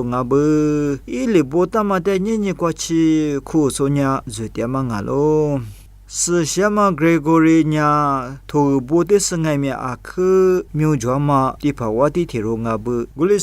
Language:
Lisu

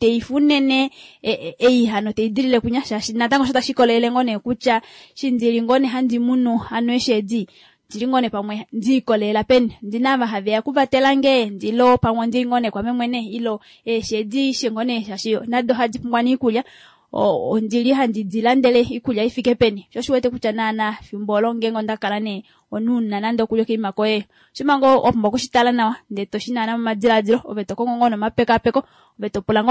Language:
Kuanyama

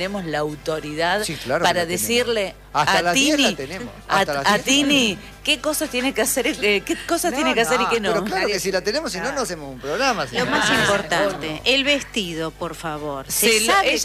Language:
Spanish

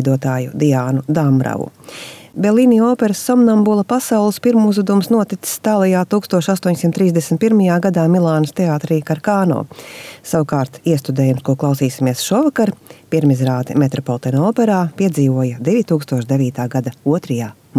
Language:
Latvian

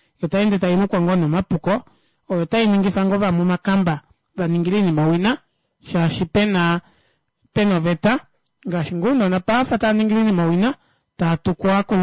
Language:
Kuanyama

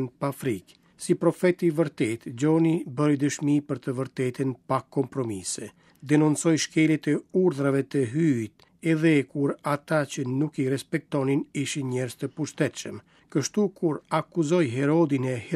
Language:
Albanian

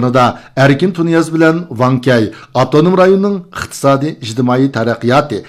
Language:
Uyghur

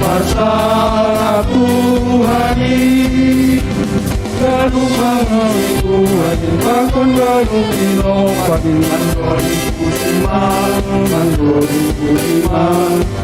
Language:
Batak Simalungun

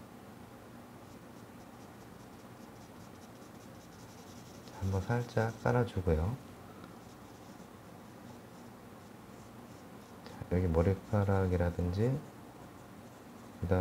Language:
Korean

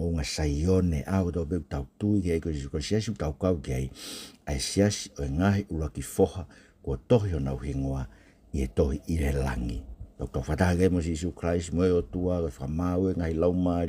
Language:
Tongan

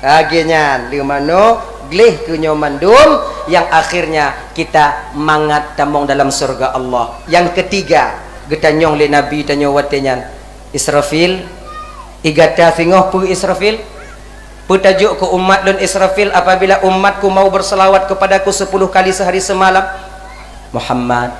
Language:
Achinese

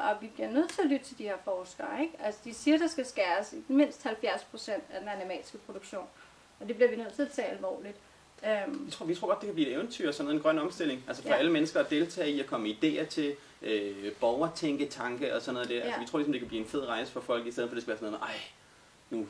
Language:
Danish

